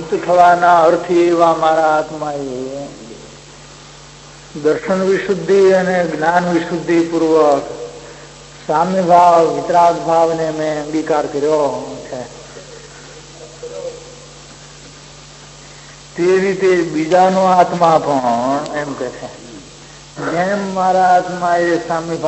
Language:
Gujarati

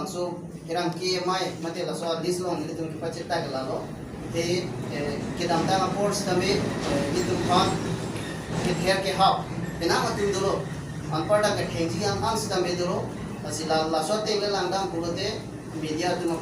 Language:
Karbi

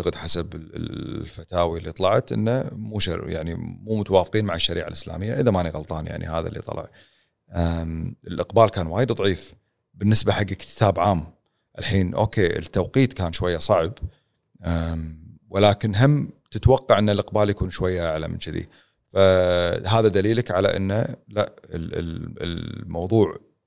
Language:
Gulf Arabic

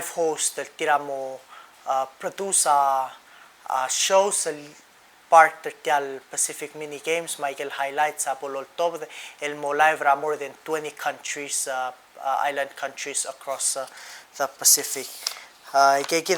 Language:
Palauan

